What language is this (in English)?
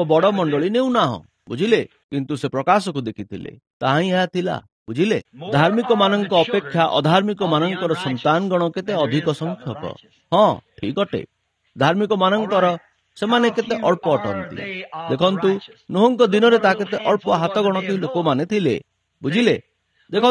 Odia